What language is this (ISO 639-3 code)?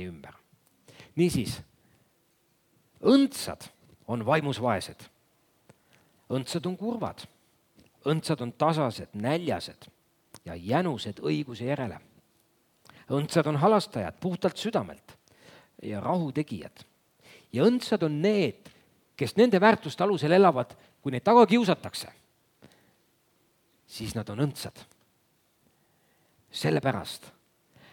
est